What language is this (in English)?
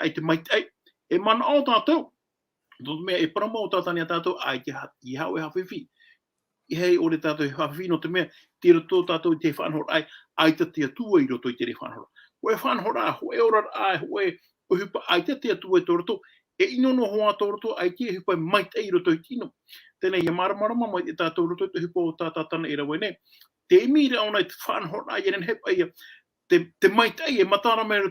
Tahitian